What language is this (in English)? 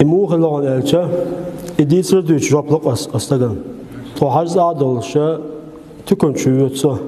Chechen